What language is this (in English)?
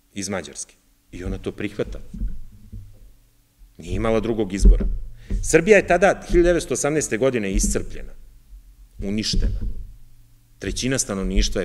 Serbian